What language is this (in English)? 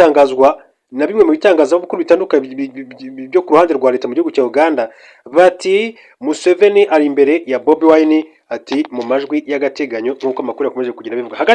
Kinyarwanda